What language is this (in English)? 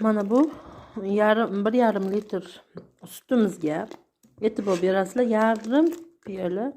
Uzbek